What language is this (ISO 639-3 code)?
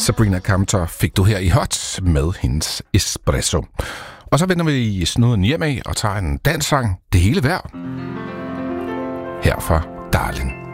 dan